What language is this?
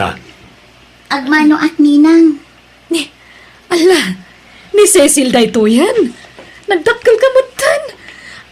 Iloko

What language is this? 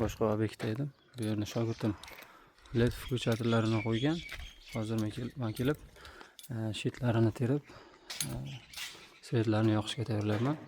Uzbek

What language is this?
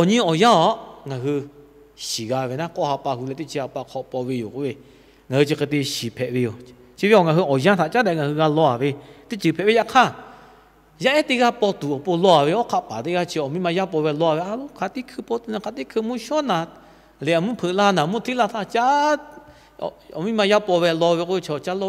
Lahu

